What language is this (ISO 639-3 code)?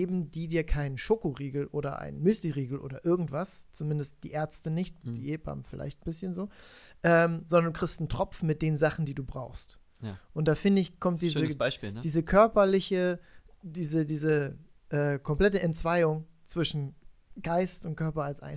deu